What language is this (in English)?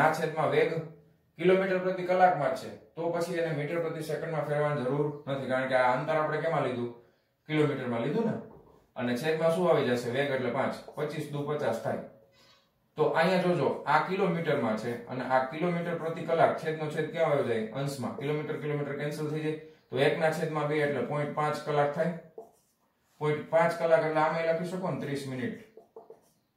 Gujarati